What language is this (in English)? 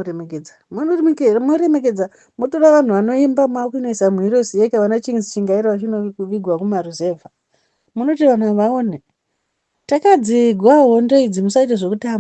Shona